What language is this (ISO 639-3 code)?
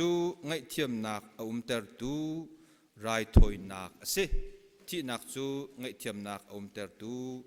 cnh